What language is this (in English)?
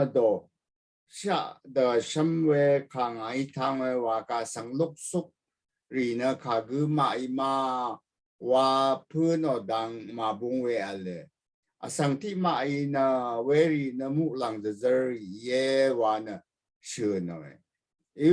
Rawang